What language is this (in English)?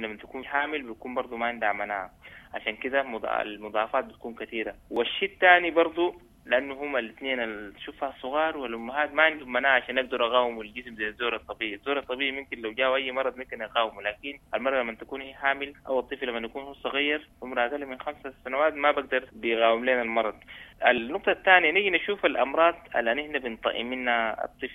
Sudanese Arabic